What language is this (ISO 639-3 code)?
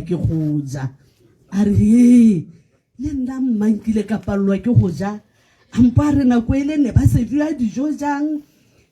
tsn